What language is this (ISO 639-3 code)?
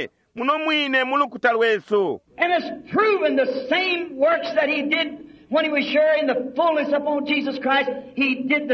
bem